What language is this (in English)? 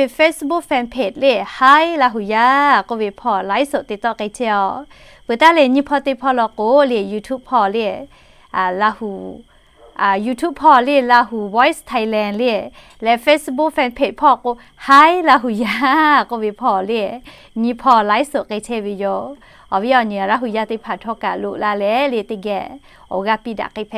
Lahu